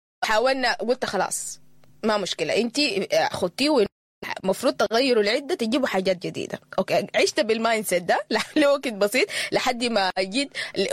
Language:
Sudanese Arabic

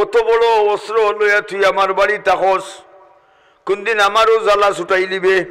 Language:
Sylheti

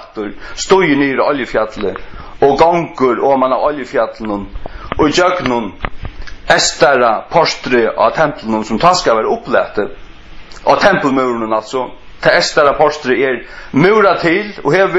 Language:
Faroese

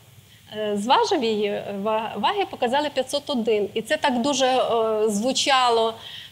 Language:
Ukrainian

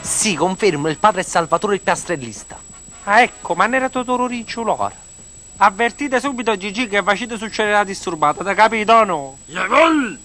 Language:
Neapolitan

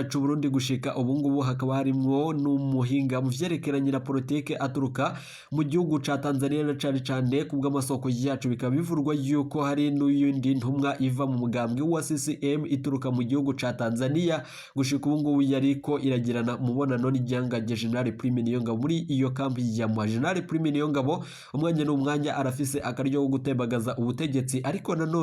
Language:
Rundi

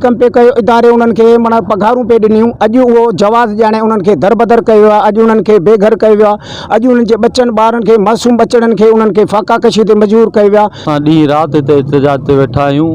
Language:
Sindhi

